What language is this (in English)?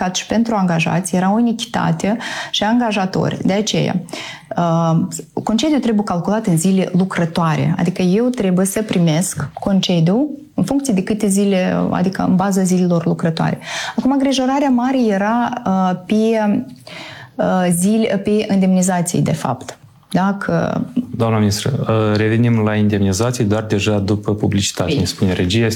Romanian